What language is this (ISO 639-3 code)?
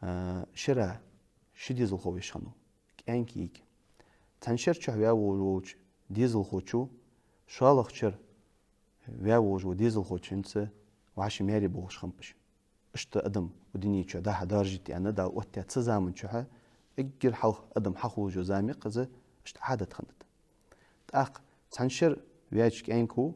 inh